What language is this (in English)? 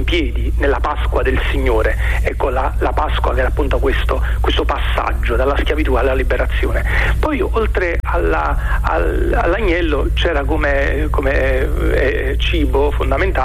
Italian